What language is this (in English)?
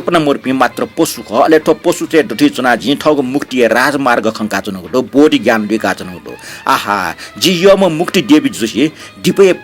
Newari